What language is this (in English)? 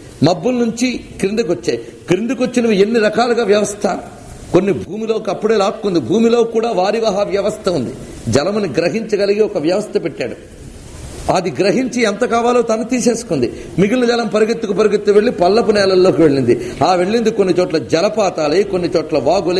Telugu